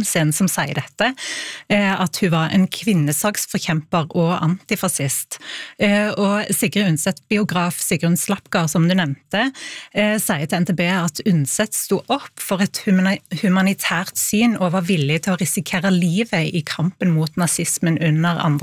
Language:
Norwegian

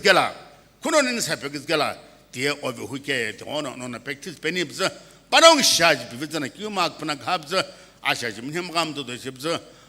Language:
Sumi Naga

